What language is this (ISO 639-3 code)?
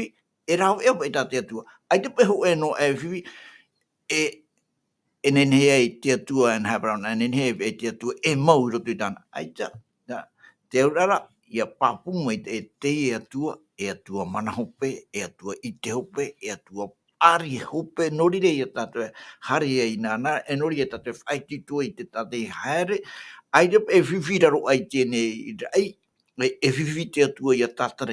tah